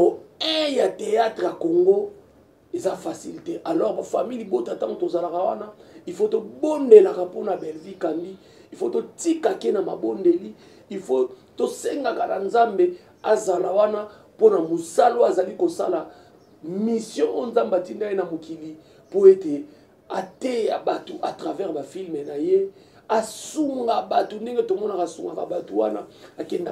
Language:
Lingala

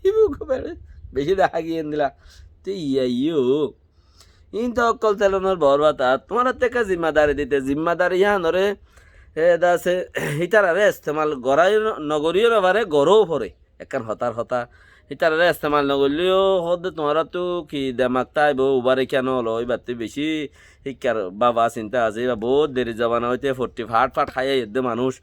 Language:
Rohingya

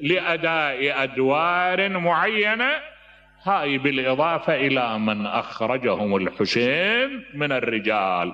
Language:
Mesopotamian Arabic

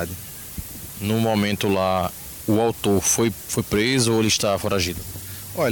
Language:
Portuguese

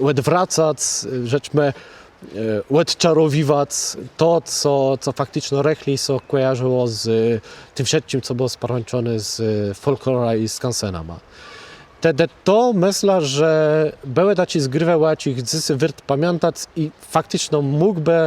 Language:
Kashubian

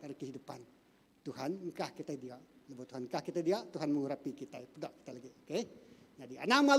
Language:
Iban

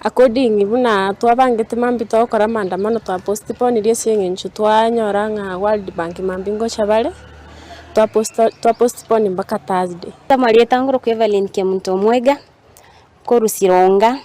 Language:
Gusii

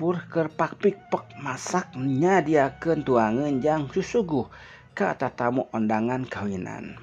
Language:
Sundanese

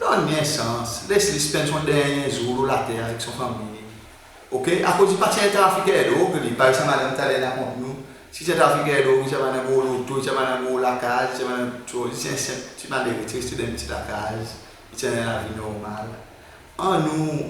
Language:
Seselwa Creole French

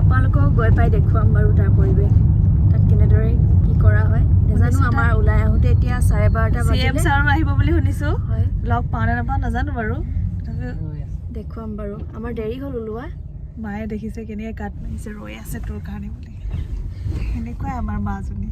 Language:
Assamese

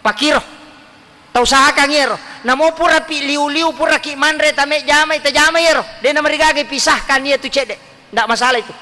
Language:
Buginese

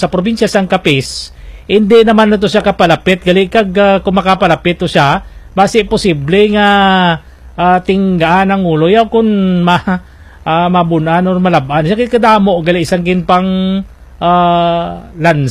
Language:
Hiligaynon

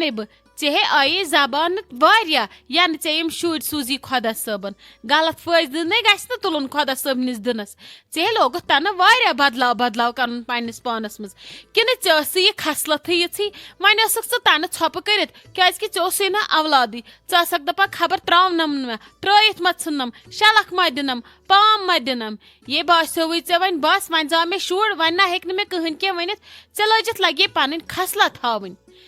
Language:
Kashmiri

